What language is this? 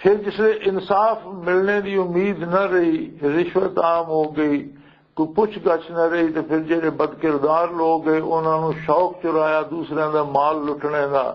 Western Panjabi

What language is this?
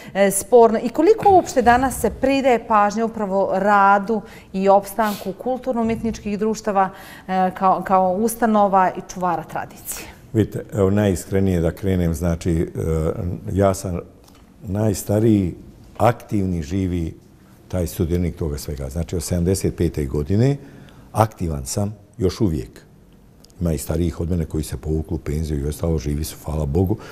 Bosnian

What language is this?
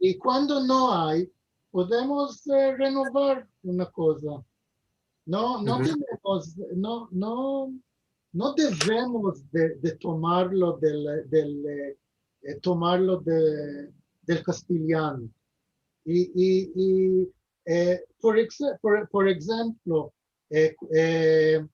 Ladino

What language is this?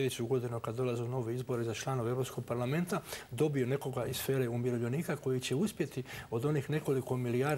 Croatian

